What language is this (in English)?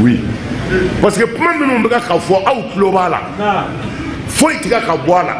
Bambara